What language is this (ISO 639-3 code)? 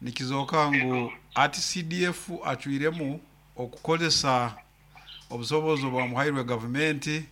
nyo